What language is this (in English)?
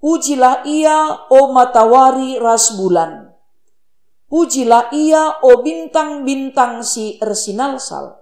Batak Karo